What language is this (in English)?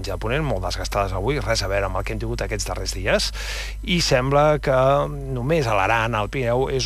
Catalan